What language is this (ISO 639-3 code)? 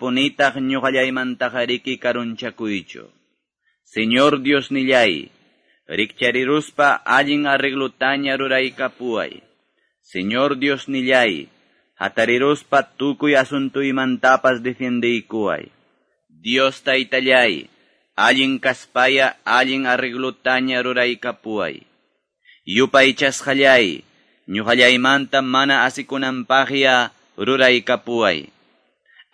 que